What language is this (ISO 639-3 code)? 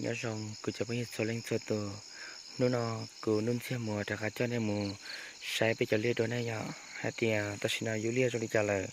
hmn